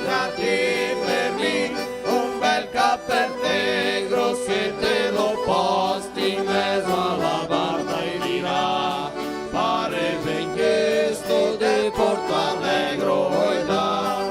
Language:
Venetian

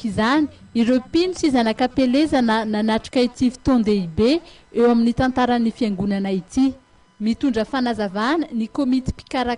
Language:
Malagasy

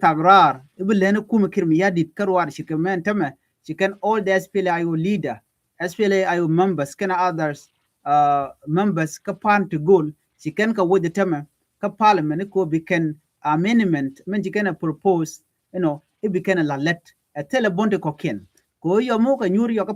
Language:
Nuer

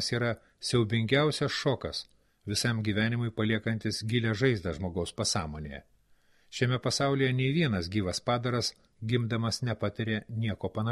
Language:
Lithuanian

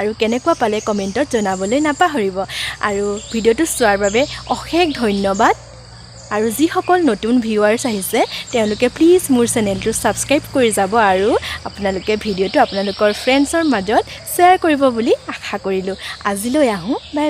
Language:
Assamese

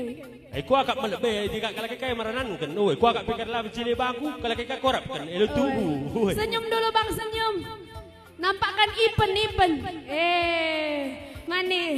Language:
Batak Karo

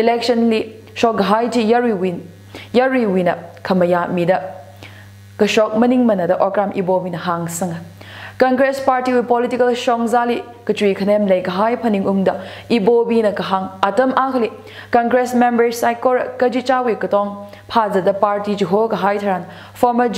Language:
Tangkhul Naga (India)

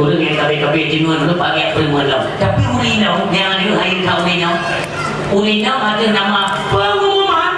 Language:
Achinese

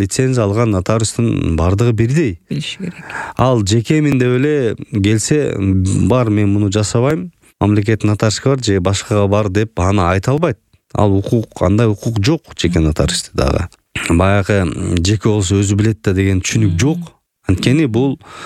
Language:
Kyrgyz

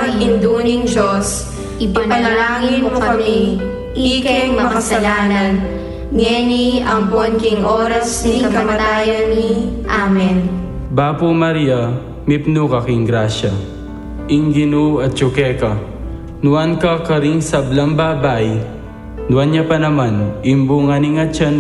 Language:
Pampanga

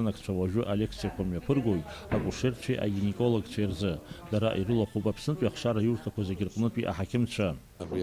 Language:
Abkhazian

